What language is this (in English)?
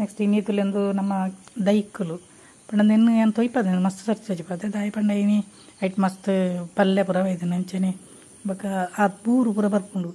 Tulu